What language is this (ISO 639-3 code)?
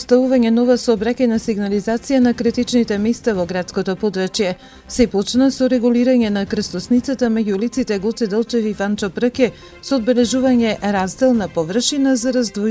mkd